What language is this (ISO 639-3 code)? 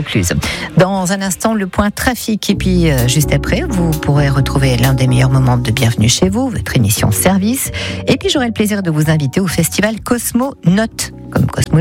fra